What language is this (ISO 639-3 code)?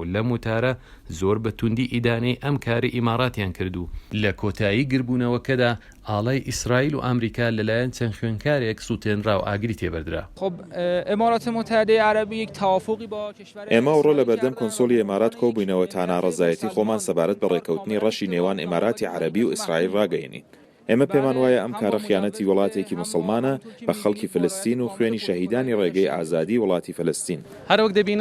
ckb